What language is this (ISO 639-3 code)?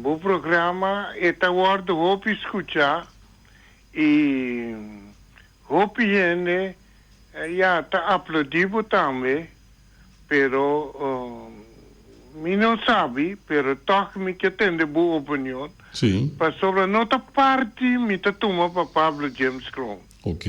pap